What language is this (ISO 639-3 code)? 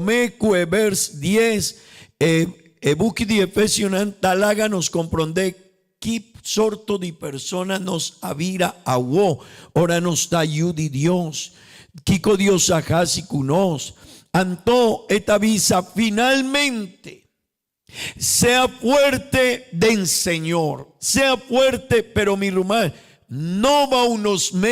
pap